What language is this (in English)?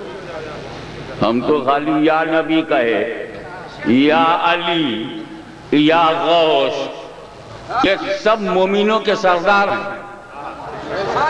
Urdu